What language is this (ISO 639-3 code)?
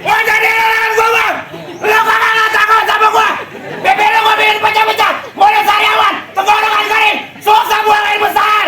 bew